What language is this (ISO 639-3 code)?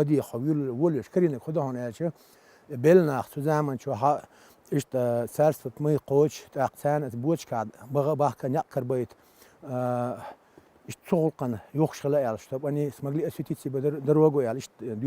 che